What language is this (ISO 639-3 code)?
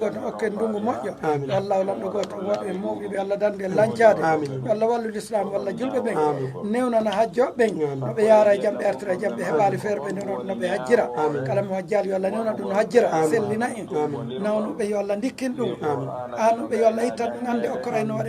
ful